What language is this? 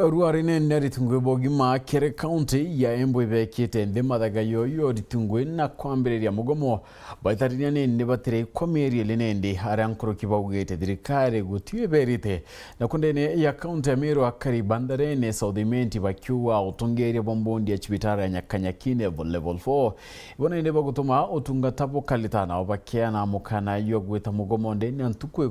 Meru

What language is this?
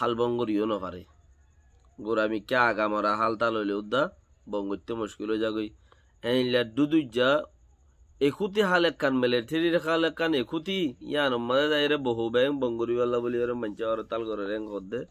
Rohingya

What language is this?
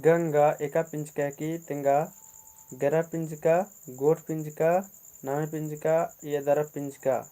Kurukh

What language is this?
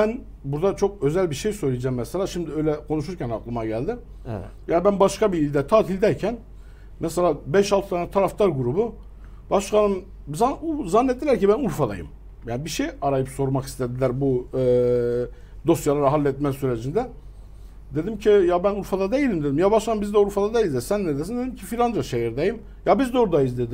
Turkish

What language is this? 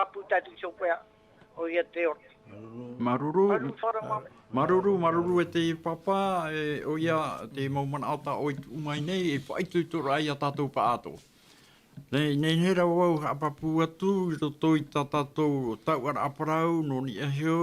Tahitian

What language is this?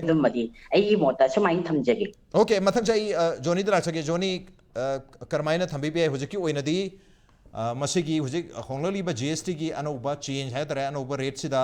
Manipuri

